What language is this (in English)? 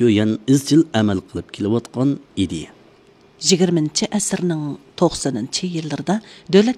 Uyghur